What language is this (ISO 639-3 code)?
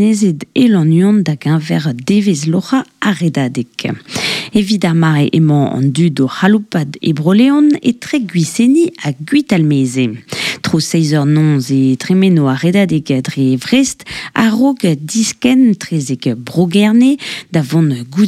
bre